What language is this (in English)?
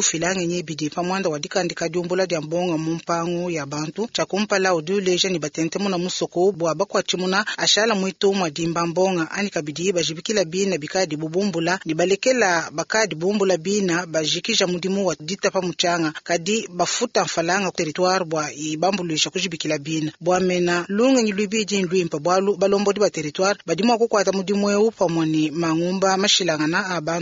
Luba-Lulua